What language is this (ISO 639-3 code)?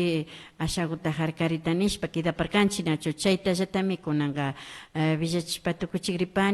qvi